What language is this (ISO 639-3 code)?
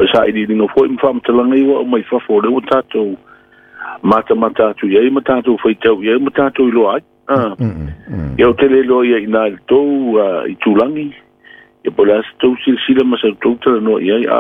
smo